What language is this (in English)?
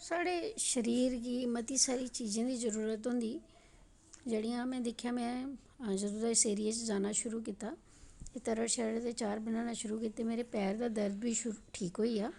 Dogri